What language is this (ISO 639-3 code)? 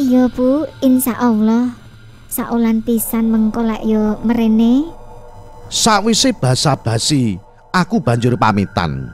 jav